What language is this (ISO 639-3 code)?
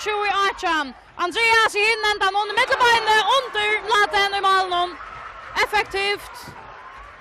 fao